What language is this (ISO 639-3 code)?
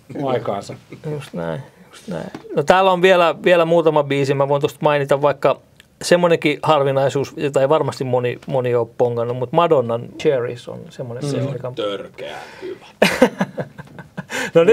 fin